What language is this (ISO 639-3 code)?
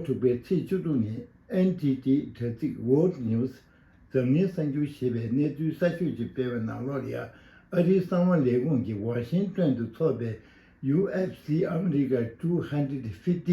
bod